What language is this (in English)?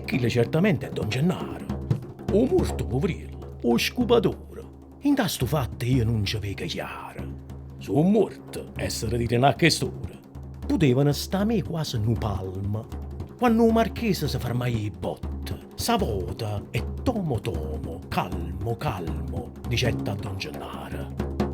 Neapolitan